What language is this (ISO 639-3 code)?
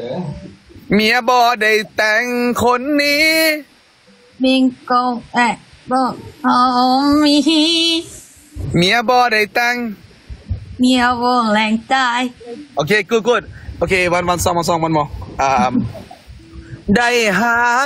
tha